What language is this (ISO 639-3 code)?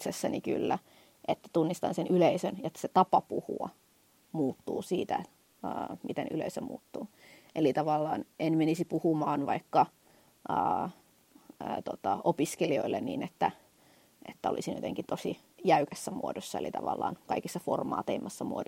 fin